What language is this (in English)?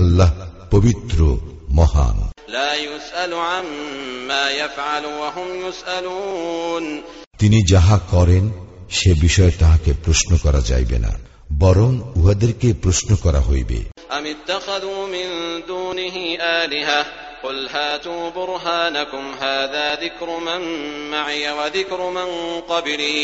Bangla